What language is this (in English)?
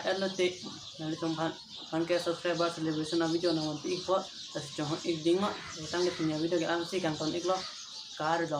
Karbi